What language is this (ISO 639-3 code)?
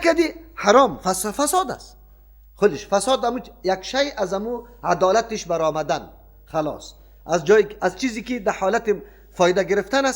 fas